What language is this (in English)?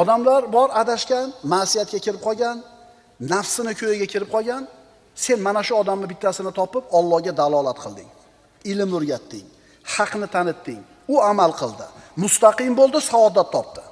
Uzbek